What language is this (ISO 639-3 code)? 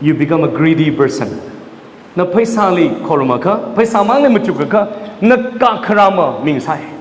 nmf